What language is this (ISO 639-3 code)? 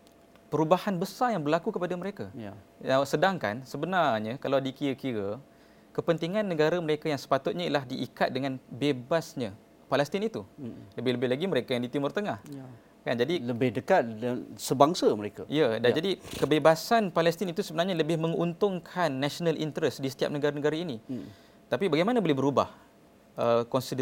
msa